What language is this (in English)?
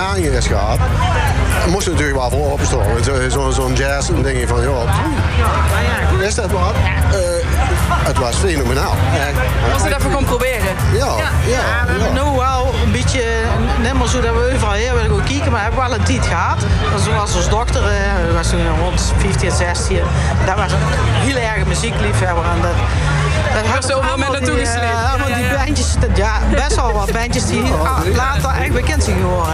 Dutch